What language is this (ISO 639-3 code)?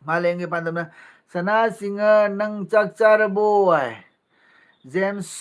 mni